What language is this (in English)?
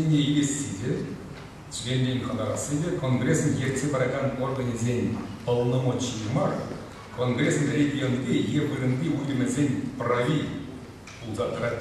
Chuvash